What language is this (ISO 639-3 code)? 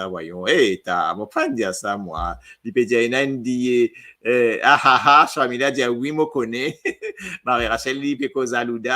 mfe